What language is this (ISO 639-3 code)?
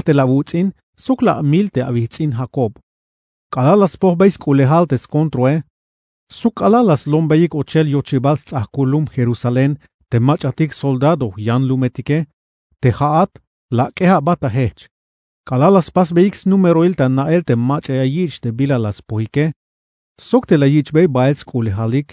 tzh